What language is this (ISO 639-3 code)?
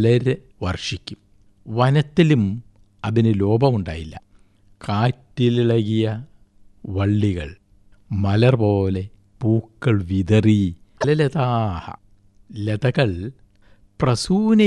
mal